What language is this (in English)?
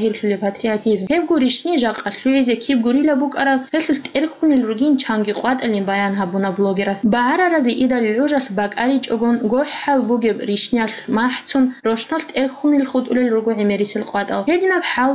Avaric